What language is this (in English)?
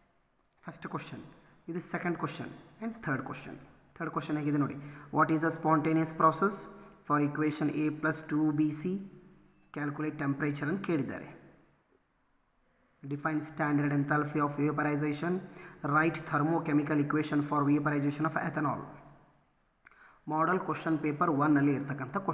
Kannada